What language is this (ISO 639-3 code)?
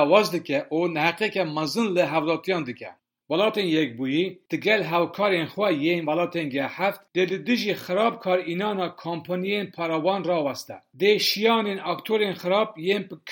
kur